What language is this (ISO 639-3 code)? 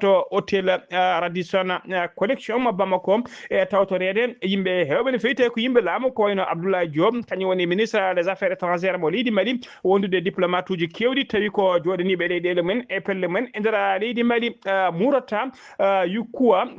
ful